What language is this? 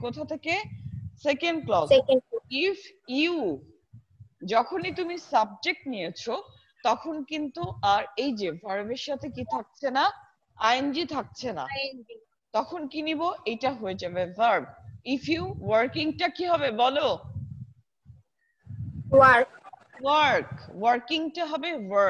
Bangla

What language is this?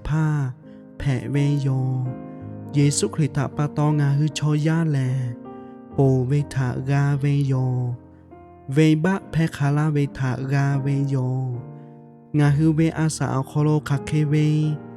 Lahu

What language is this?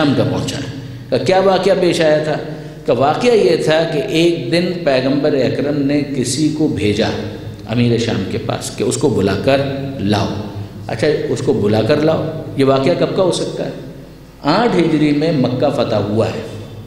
Urdu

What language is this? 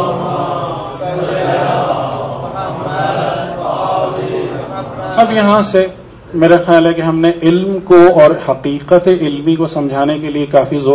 Urdu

